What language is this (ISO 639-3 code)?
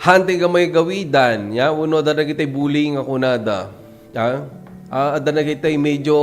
ilo